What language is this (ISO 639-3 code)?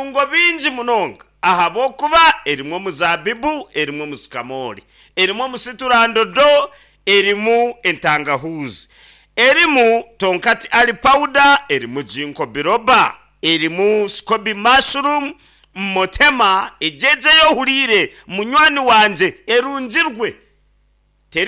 nyn